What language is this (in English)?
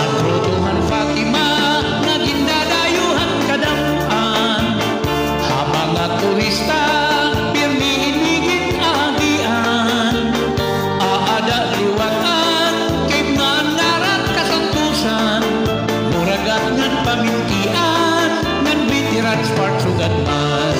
Waray